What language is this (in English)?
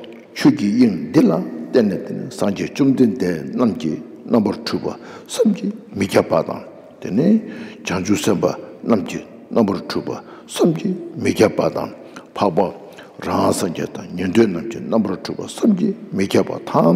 Tibetan